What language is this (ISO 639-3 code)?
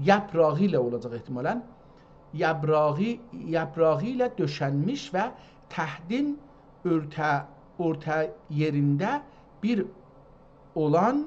azb